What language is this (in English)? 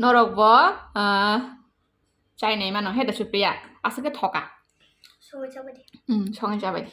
Kok Borok